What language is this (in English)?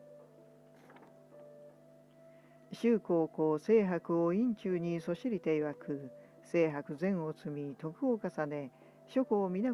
Japanese